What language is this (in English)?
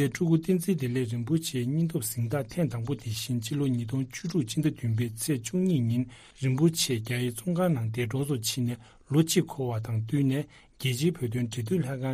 Tibetan